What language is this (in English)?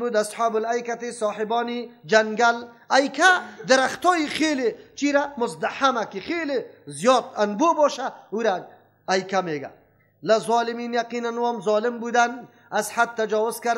Persian